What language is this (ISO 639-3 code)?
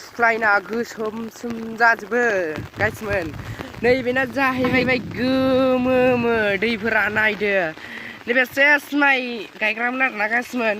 brx